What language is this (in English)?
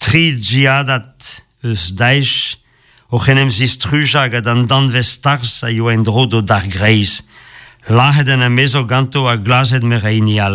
Breton